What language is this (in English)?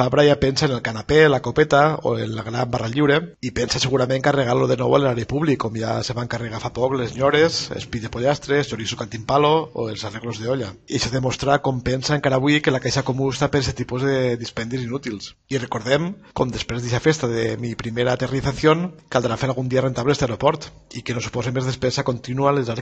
Catalan